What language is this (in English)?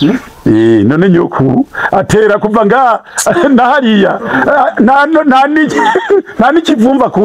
Rundi